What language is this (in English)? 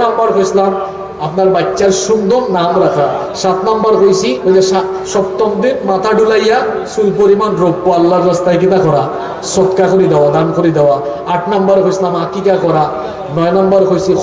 Sylheti